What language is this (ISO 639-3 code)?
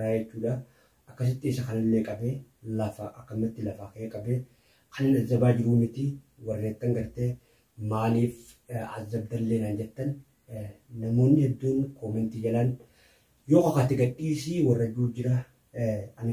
orm